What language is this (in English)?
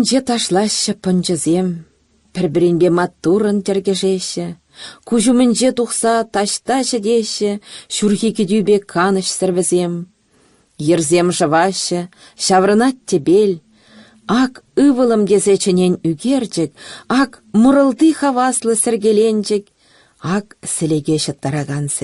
Chuvash